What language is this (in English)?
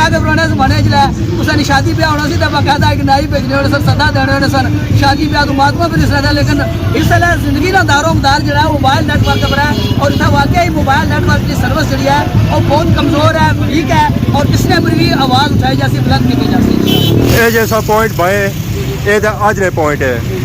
Pahari-Potwari